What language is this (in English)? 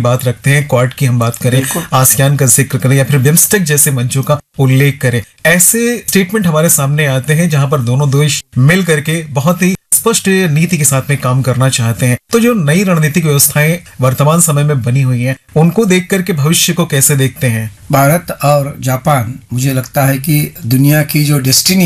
Hindi